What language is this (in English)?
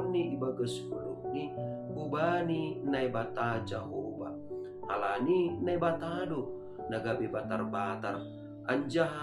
Batak Simalungun